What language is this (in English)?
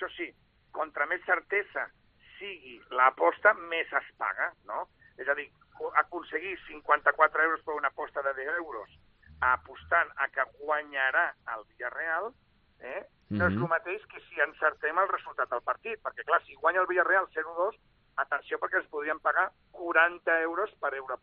Catalan